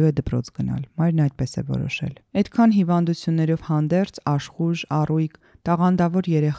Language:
Armenian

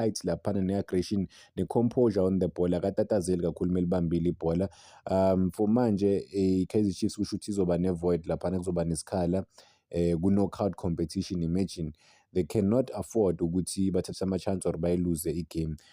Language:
Zulu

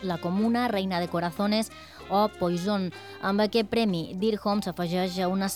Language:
Catalan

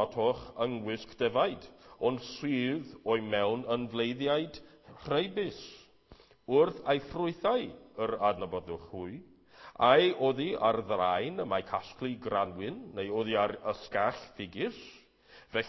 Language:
Welsh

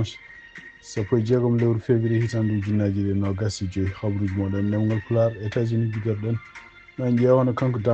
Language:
Fula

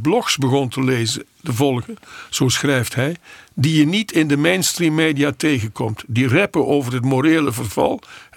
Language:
Dutch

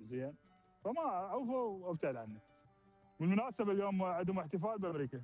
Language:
Mesopotamian Arabic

